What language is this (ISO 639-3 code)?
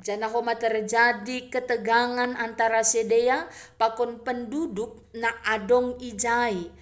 bts